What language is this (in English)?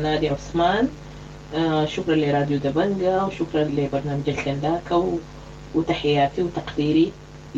Sudanese Arabic